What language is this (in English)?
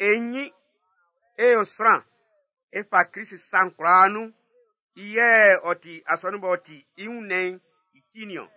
Baoulé